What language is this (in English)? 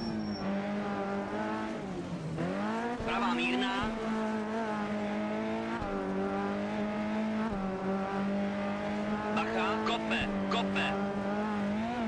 Czech